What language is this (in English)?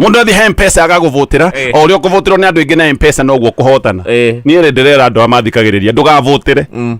Kikuyu